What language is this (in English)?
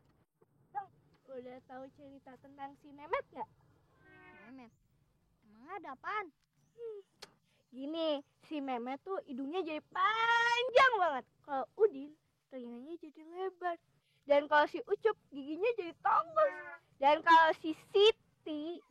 Betawi